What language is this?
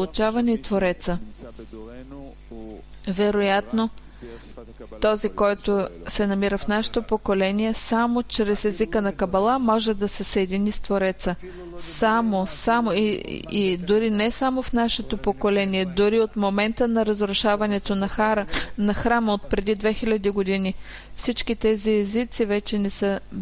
Bulgarian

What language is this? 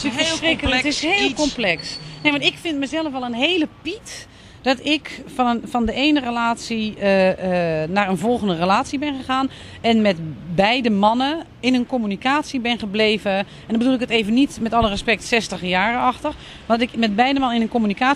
Dutch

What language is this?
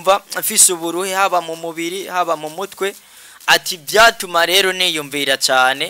Rundi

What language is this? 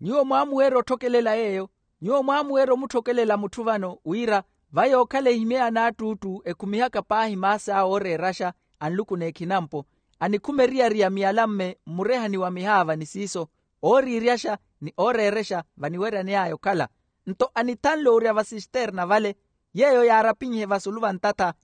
Makhuwa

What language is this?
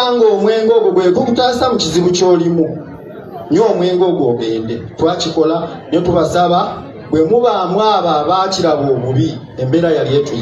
Ganda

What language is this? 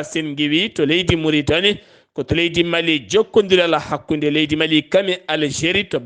Fula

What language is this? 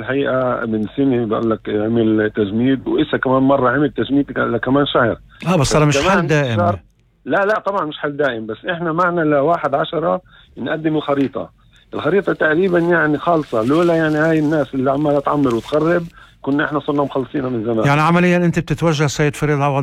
North Levantine Arabic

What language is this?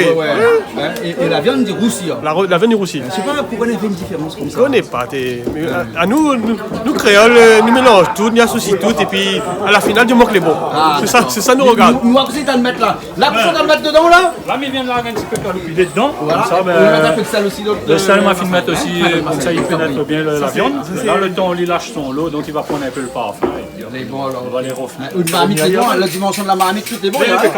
Réunion Creole French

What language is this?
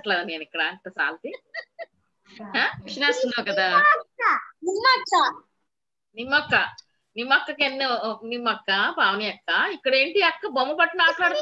Telugu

